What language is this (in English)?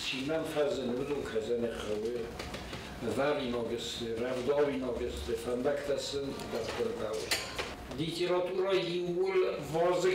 Ossetic